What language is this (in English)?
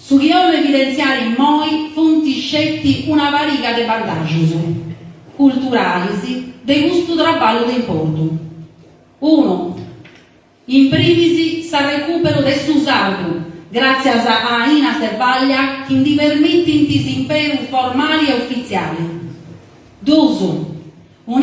Sardinian